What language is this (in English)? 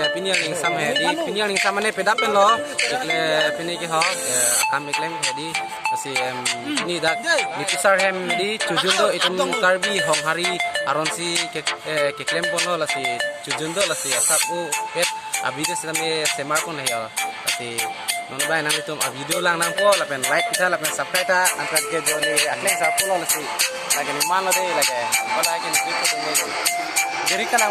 Karbi